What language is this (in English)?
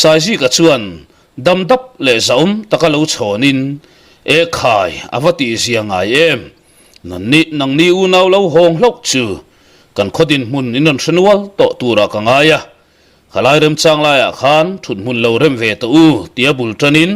Mizo